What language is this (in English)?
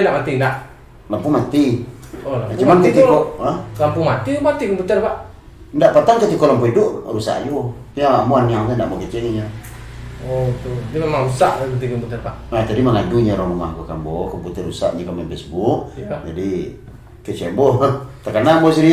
Minangkabau